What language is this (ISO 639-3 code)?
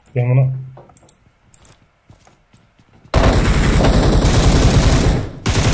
tur